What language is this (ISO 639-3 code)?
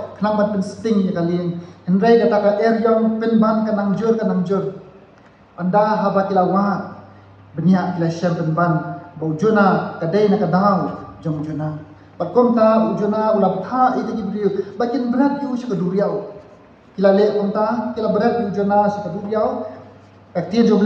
kha